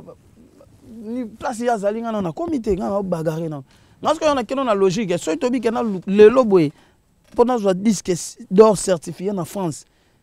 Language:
Lingala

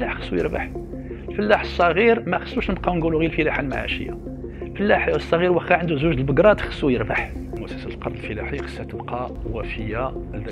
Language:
Moroccan Arabic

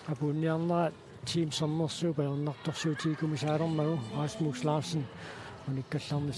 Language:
Kalaallisut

